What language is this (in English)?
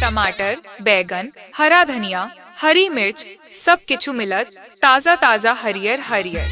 Maithili